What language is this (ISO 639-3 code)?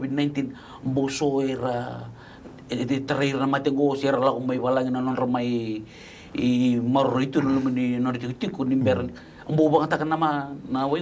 fij